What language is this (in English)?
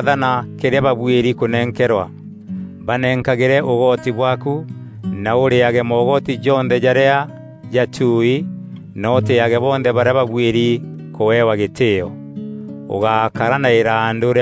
Meru